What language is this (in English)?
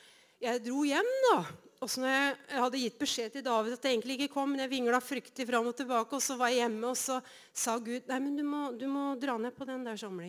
Norwegian